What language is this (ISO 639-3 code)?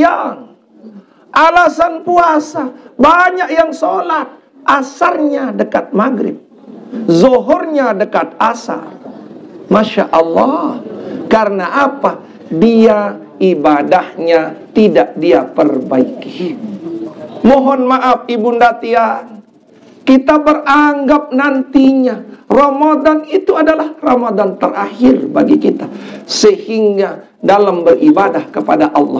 sas